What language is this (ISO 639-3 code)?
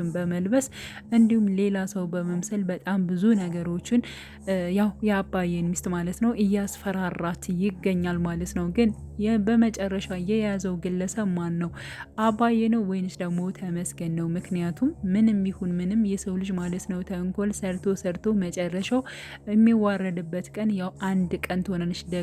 amh